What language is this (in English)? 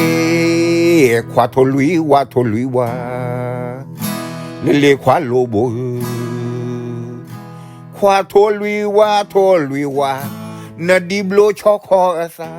S'gaw Karen